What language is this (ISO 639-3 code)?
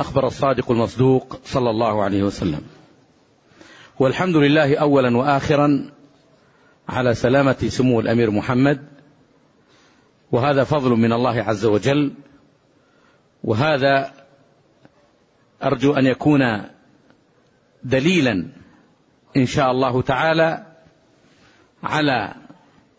ara